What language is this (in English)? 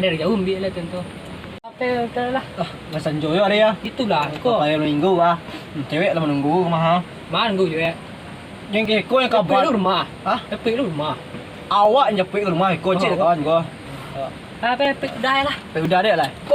Minangkabau